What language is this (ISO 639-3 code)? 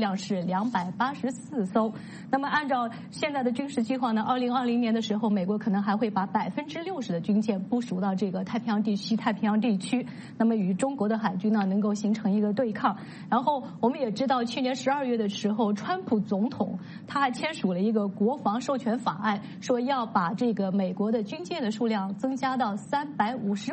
zho